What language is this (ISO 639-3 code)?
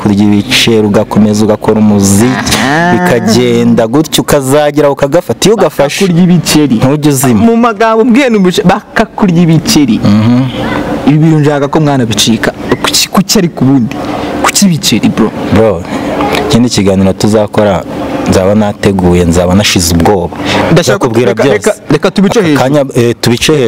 kin